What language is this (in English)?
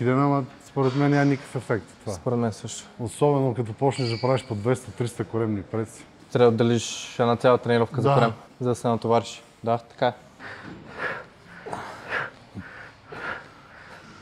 Bulgarian